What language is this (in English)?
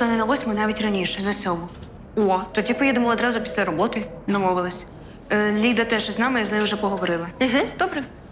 Ukrainian